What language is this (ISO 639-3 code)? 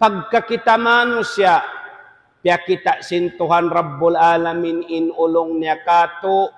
tsg